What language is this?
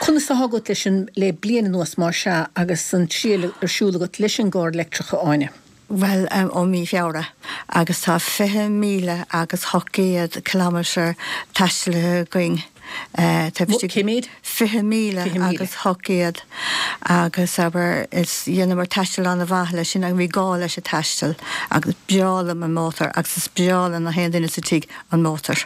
Irish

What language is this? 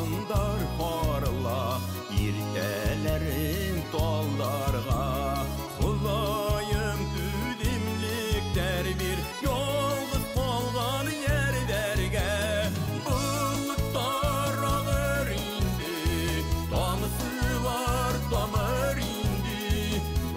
Bashkir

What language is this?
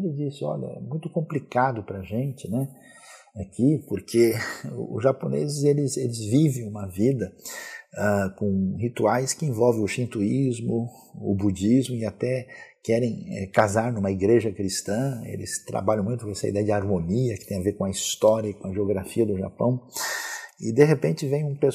Portuguese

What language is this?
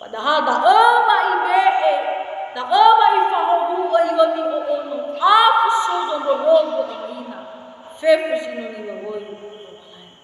Nias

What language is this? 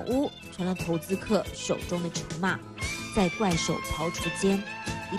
Chinese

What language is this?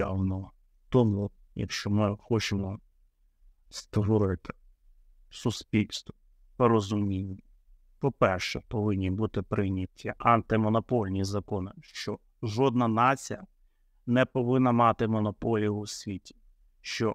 Ukrainian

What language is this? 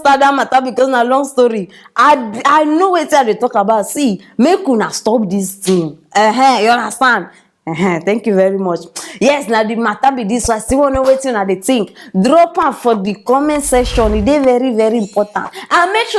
Nigerian Pidgin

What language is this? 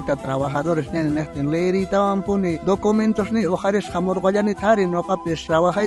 South Bolivian Quechua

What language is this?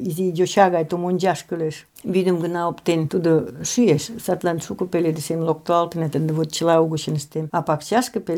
Mari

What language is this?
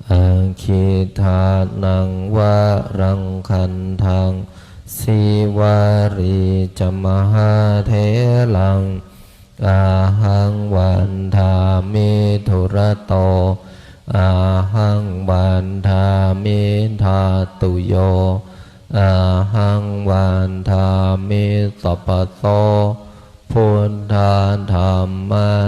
Pali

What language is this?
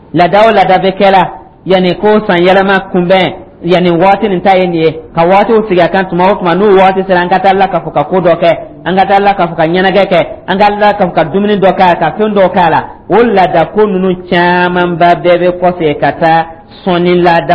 Dyula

